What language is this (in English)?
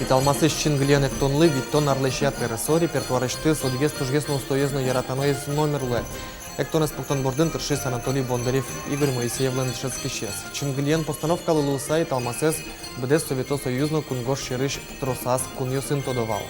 Udmurt